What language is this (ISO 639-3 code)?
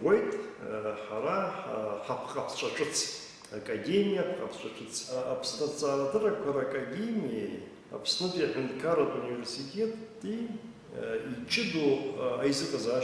abk